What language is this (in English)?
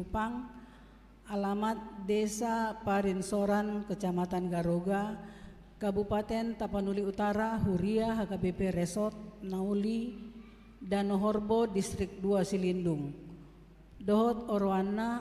Batak Toba